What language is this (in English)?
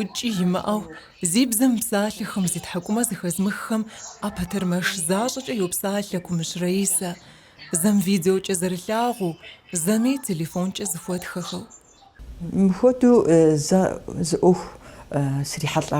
Kabardian